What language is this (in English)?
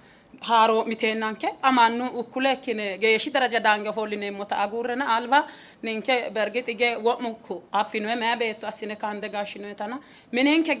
Sidamo